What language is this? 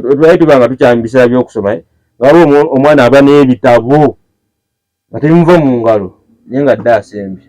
Ganda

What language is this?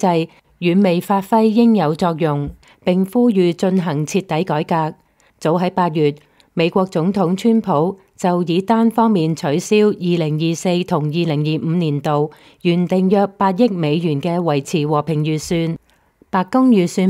Cantonese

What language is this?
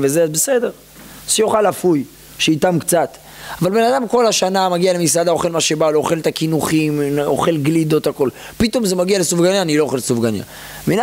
Hebrew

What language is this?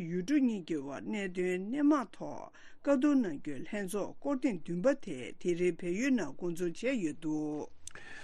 Tibetan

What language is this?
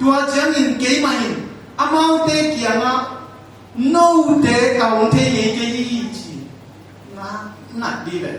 Tedim Chin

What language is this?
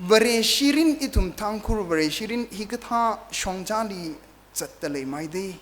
Tangkhul Naga (India)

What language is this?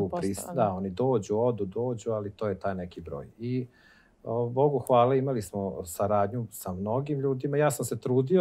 Serbian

